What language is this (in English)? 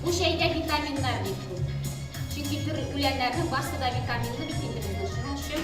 Tatar